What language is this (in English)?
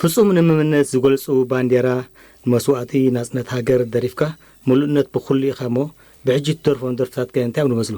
Tigrinya